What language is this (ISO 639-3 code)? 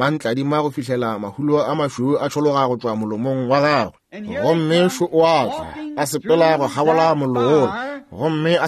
nso